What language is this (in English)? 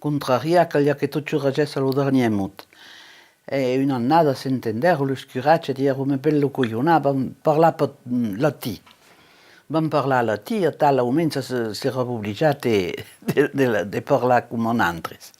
Occitan